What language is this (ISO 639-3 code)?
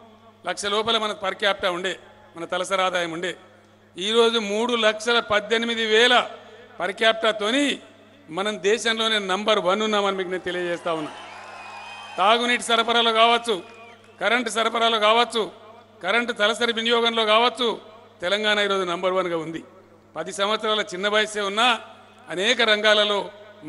tel